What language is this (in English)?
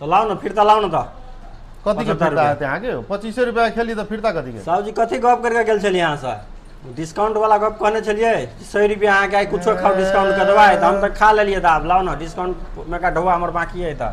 Maithili